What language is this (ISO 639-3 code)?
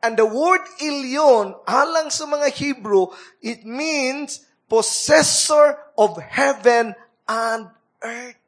ceb